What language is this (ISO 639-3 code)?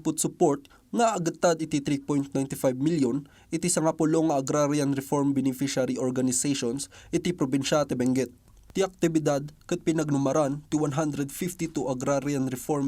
ilo